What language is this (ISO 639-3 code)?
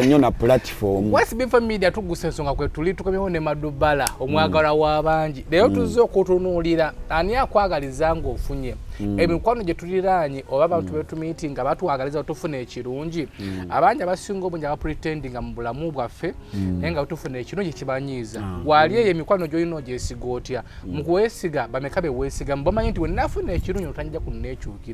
lug